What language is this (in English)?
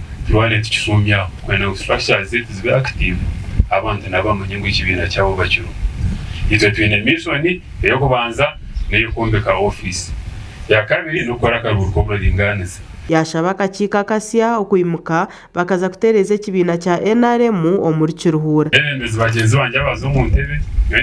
Nyankole